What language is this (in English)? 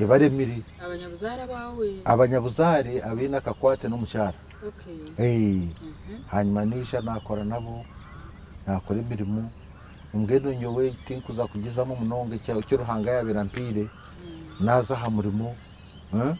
Nyankole